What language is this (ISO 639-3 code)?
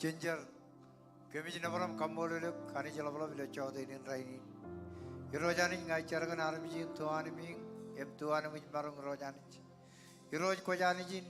mah